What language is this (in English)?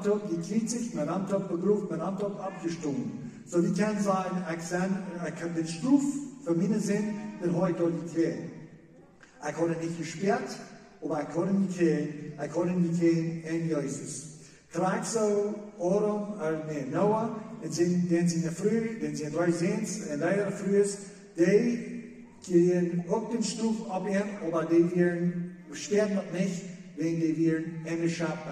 Plautdietsch